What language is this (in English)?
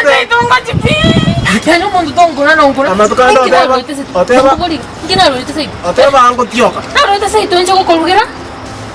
Gusii